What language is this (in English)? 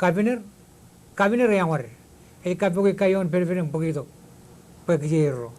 Marshallese